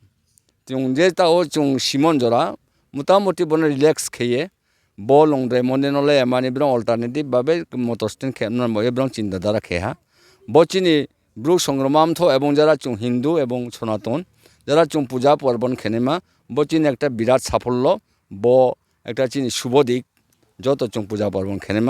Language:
Riang (India)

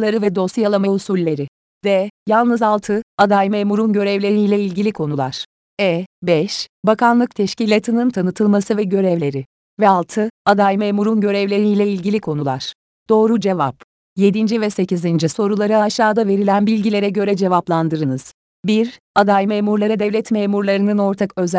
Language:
Turkish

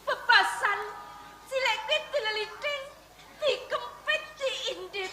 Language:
Javanese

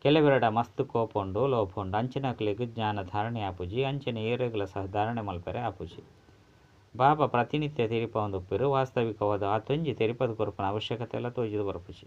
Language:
Tulu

